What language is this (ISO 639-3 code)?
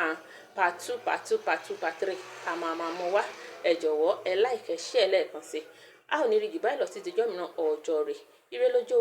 yor